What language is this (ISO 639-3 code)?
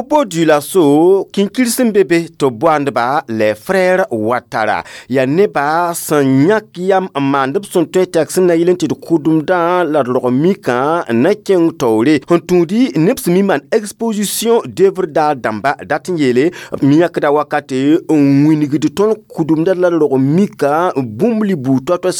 mos